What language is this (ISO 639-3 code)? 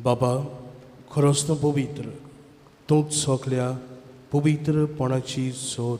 kok